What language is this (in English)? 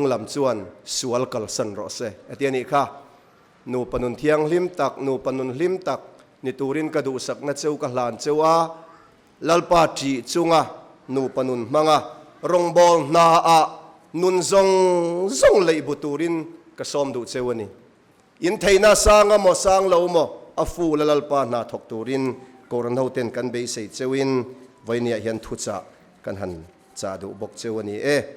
Mizo